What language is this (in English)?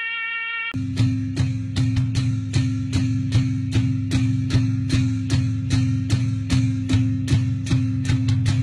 Rawang